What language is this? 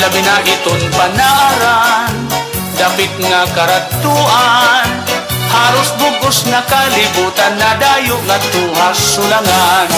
Waray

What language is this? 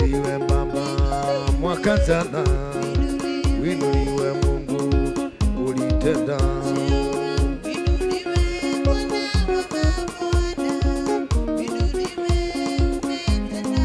Swahili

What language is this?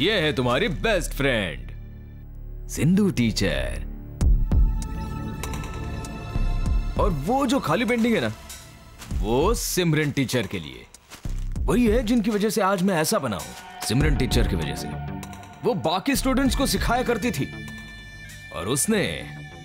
Hindi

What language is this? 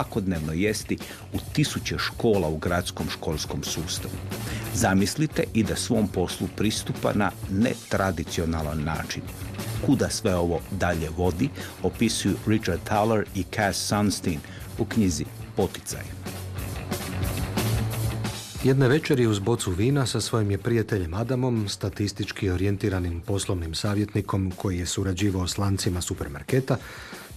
Croatian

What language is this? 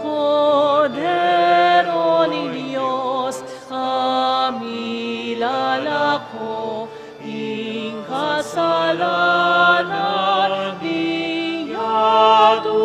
Pampanga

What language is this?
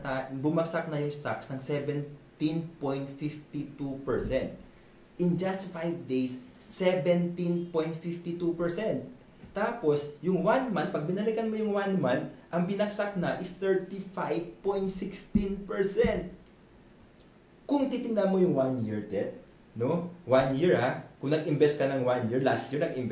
Filipino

